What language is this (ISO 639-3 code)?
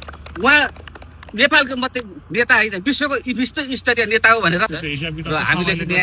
nep